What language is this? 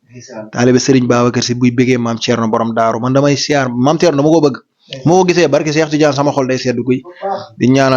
Wolof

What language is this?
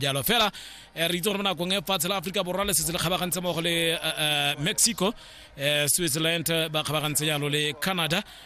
Tswana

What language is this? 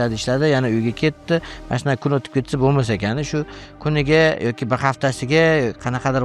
Uzbek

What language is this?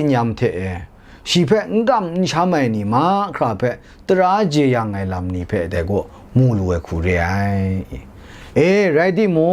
Kachin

